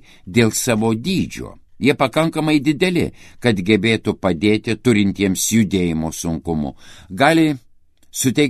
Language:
Lithuanian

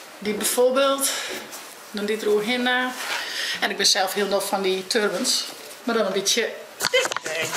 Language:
Western Frisian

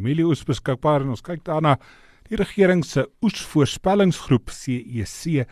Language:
Afrikaans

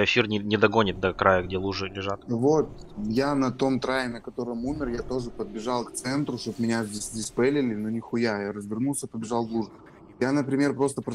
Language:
Russian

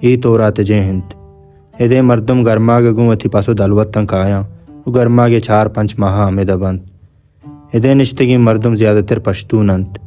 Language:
Baluchi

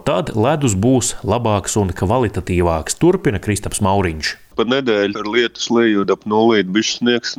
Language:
Latvian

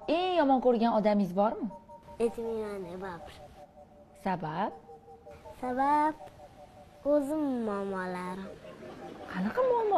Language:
Uzbek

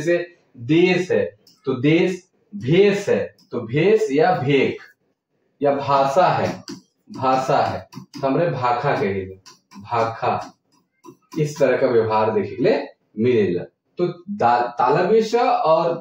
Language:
Sadri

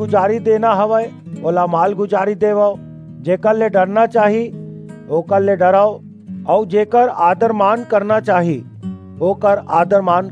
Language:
Chhattisgarhi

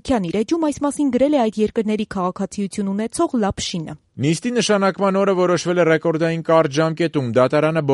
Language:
Armenian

